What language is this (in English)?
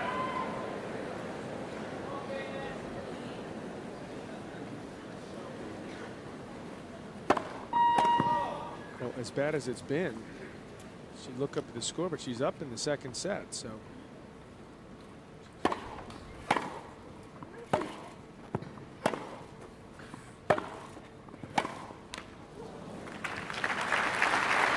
English